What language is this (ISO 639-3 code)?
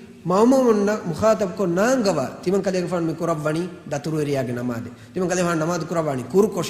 div